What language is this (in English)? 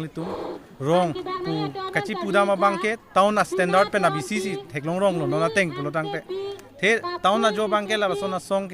Karbi